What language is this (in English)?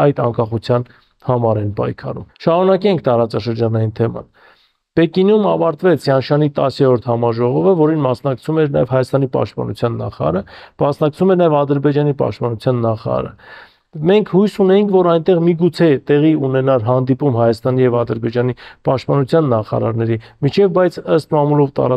Armenian